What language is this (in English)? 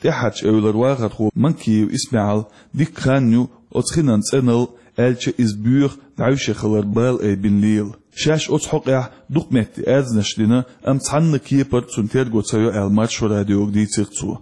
Chechen